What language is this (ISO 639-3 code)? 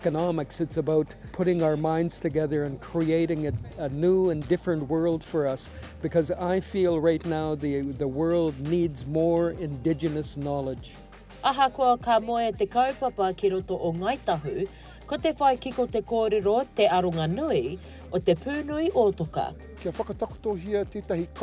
mri